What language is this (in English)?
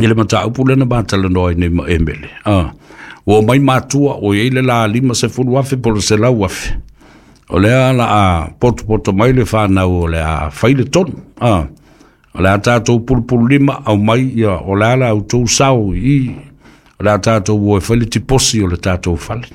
Samoan